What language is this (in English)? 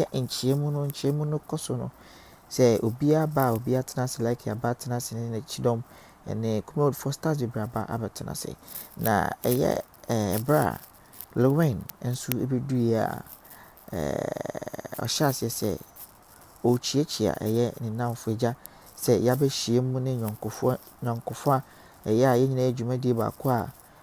Akan